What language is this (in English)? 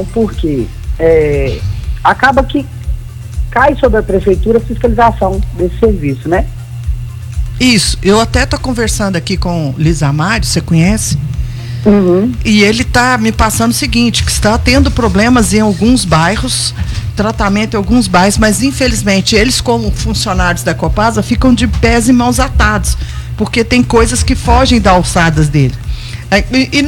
Portuguese